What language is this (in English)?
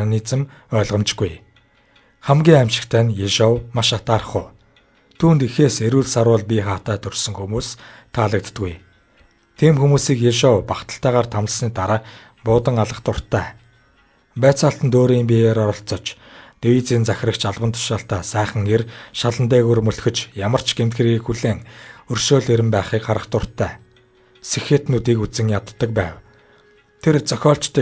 Mongolian